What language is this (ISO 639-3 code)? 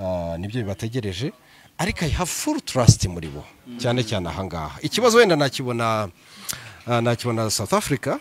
kin